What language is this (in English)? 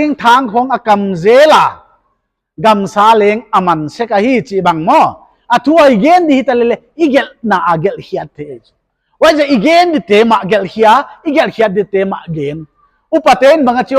Paite Chin